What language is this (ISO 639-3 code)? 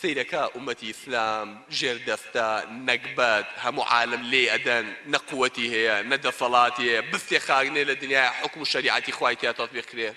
ckb